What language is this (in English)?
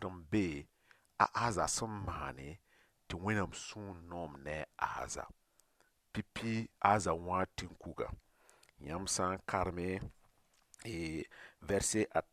Mossi